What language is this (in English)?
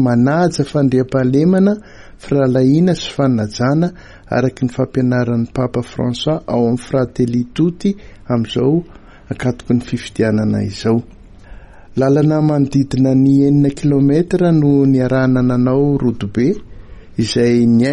Malagasy